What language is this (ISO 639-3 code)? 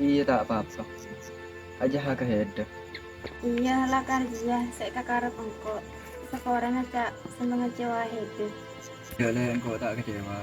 mad